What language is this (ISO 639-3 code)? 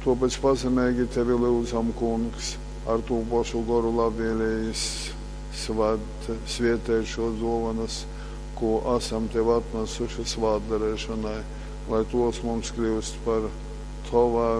ltg